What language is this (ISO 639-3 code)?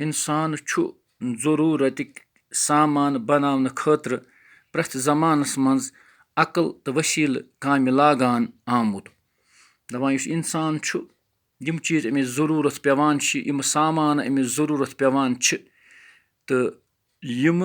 kas